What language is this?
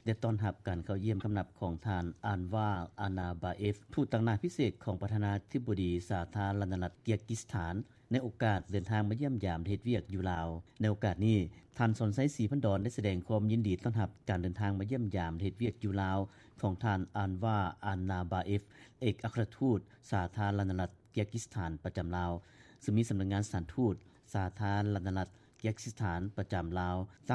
Lao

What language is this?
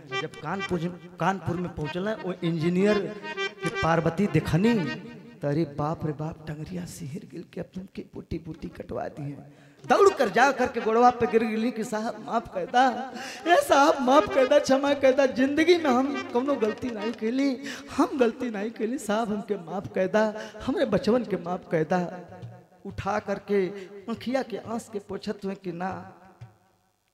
Bhojpuri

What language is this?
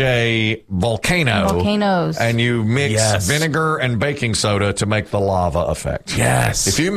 English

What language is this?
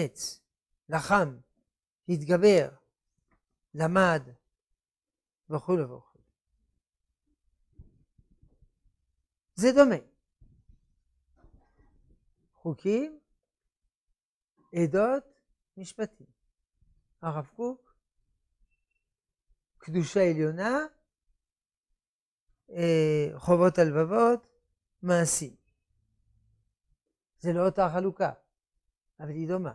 Hebrew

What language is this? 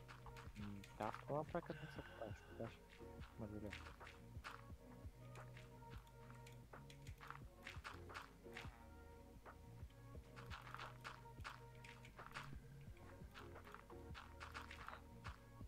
Bulgarian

